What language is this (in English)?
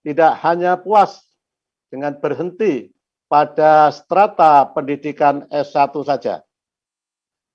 Indonesian